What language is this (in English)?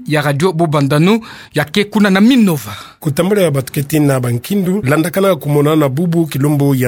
Kituba (Democratic Republic of Congo)